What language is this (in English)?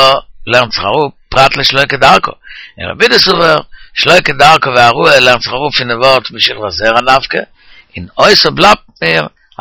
Yiddish